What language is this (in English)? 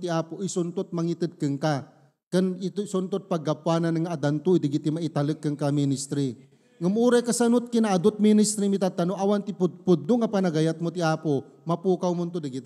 Iloko